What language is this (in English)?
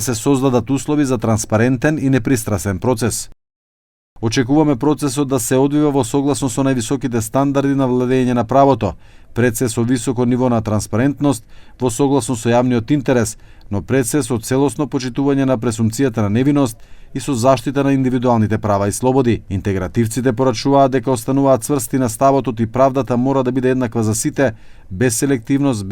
Macedonian